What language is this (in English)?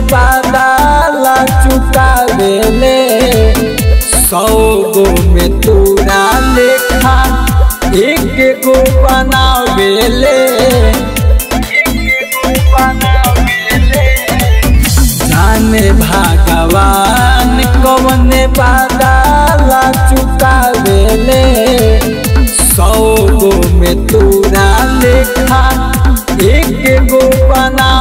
Bhojpuri